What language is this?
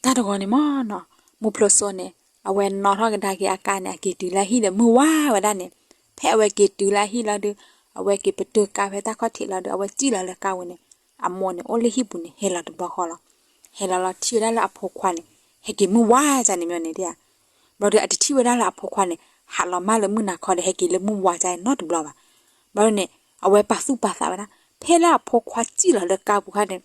S'gaw Karen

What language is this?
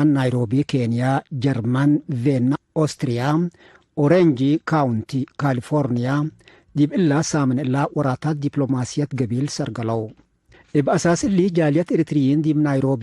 Tigre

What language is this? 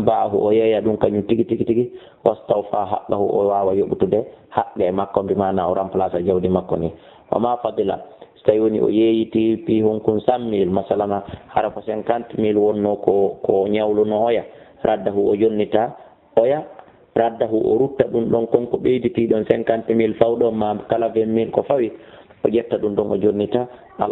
Fula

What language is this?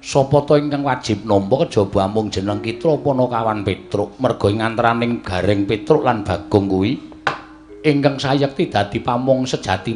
Javanese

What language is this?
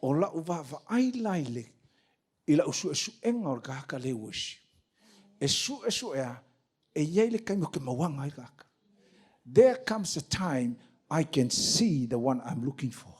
Samoan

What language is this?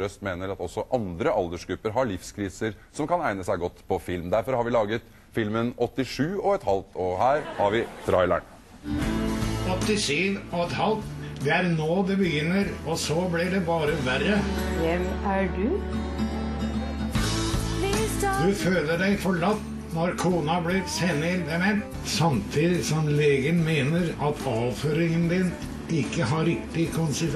Norwegian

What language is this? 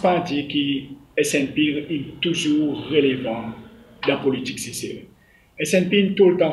Seselwa Creole French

